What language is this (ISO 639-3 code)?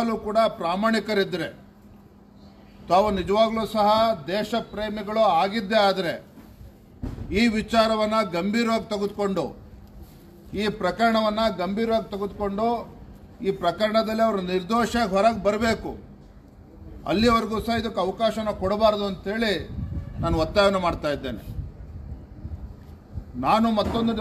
kan